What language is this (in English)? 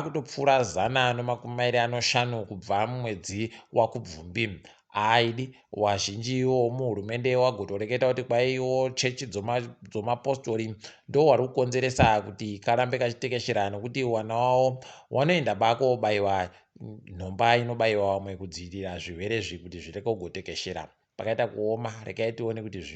Ndau